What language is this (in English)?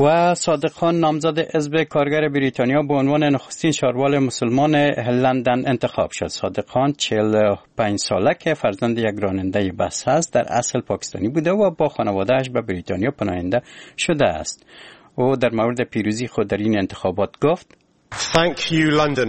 Persian